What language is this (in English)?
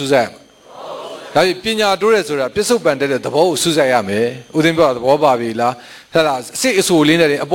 Burmese